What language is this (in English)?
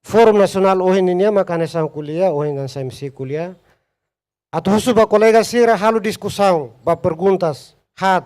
Tetum